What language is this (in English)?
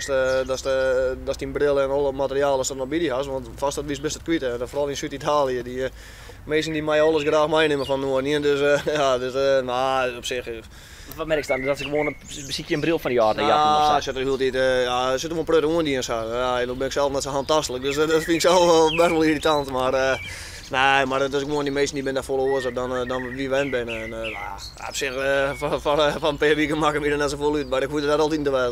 Western Frisian